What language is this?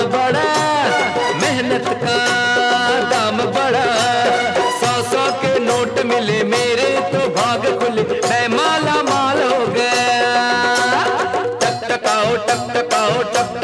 Hindi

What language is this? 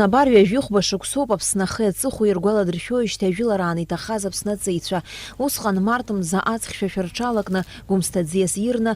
Abkhazian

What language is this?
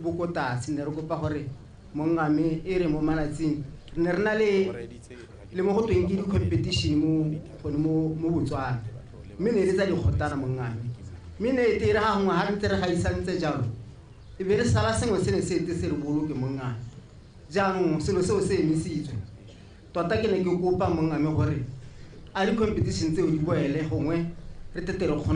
Tswana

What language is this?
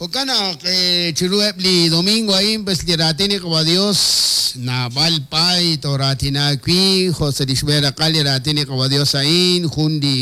Kekchí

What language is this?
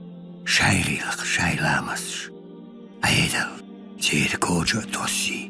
Chechen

